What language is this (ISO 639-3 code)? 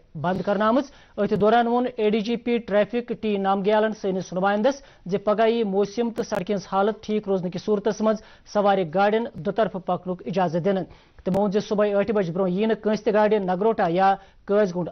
kas